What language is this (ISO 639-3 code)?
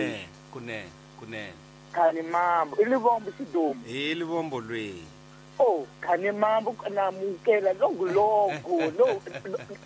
tso